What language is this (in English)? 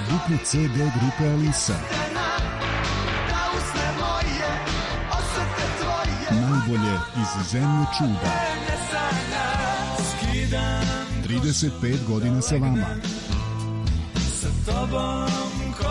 Serbian